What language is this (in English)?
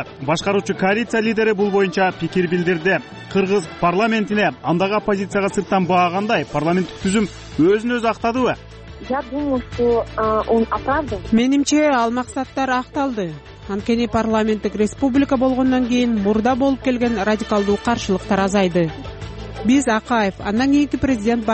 Kyrgyz